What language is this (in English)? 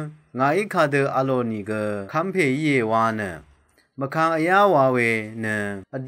Rawang